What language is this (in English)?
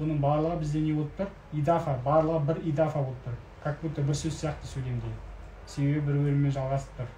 Kazakh